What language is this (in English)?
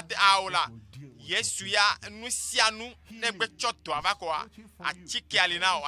Ewe